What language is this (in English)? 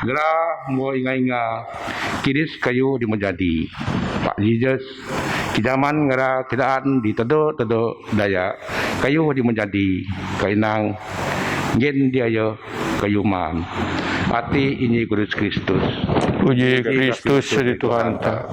Biatah Bidayuh